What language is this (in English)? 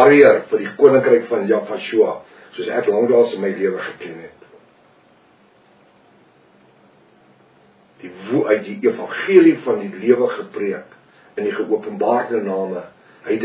Afrikaans